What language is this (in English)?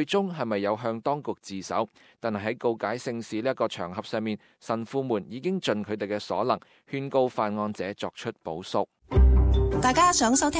Cantonese